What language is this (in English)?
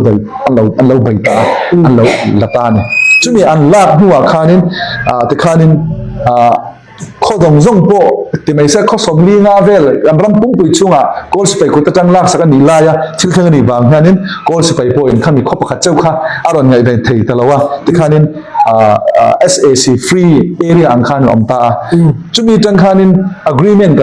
Falam Chin